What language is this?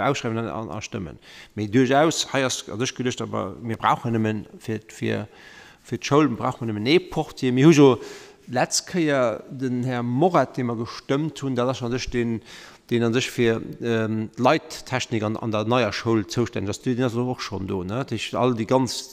Luxembourgish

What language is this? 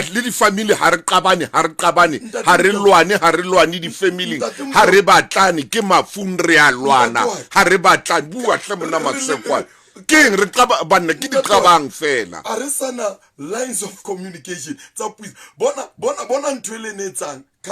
Southern Sotho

